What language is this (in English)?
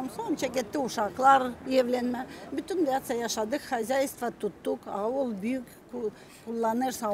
Gagauz